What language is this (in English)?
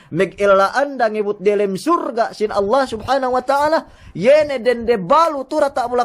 Yakan